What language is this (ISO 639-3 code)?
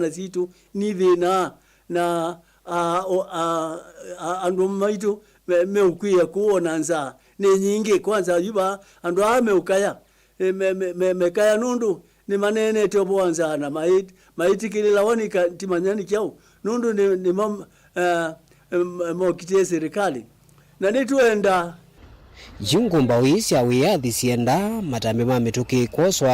kam